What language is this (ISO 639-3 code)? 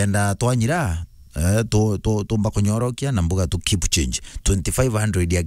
mer